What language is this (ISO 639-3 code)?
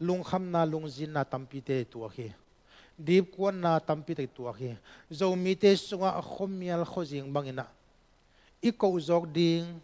ctd